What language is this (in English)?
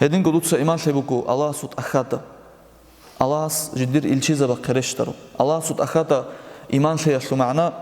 Avaric